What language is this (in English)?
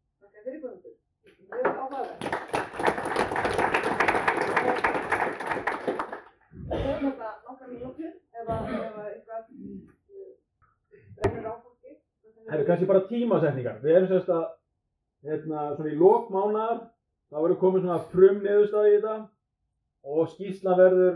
Icelandic